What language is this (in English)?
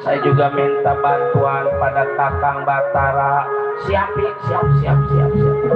Betawi